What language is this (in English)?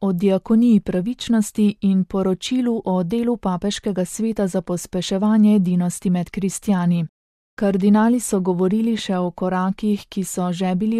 Slovenian